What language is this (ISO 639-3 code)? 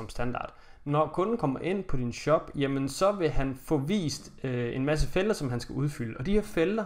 dan